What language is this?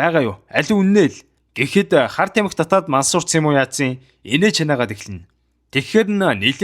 Mongolian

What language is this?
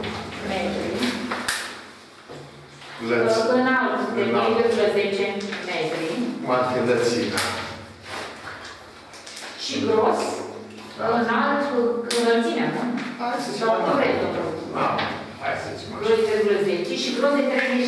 Romanian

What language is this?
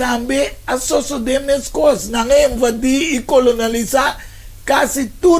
Papiamento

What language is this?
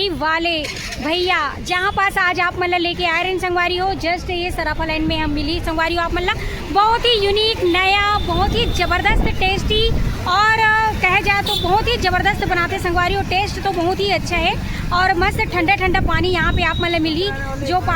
Chhattisgarhi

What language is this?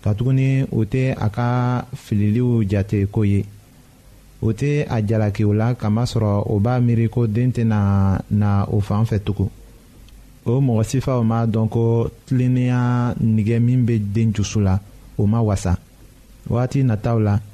Bambara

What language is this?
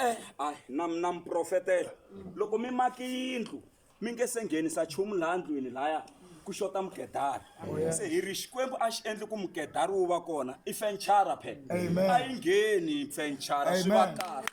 Tsonga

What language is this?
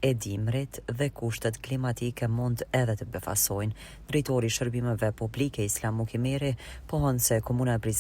Albanian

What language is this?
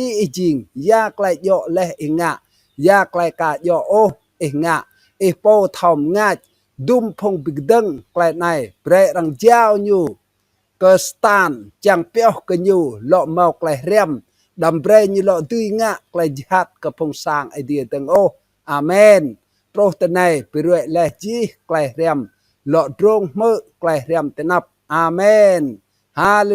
Rade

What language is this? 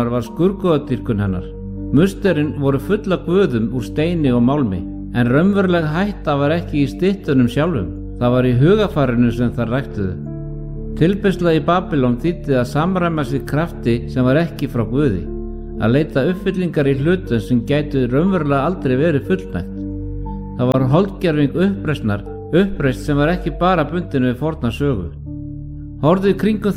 Icelandic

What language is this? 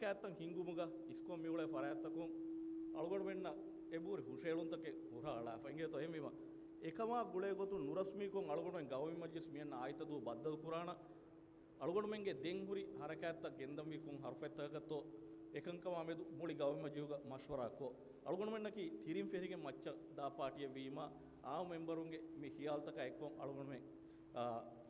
Divehi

